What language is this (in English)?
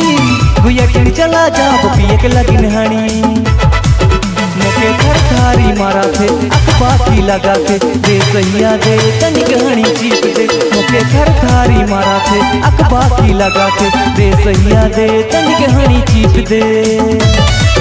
Sadri